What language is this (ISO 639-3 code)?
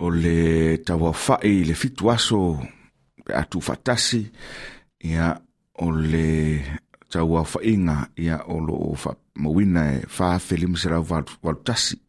smo